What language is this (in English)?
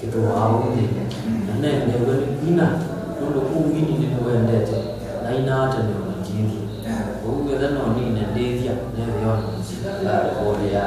Kamba